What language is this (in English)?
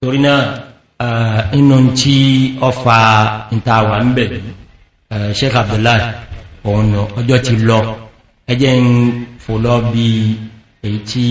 Yoruba